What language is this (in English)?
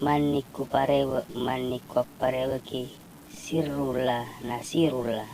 Buginese